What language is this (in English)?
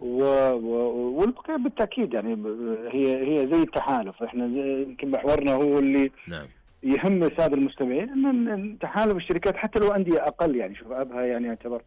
Najdi Arabic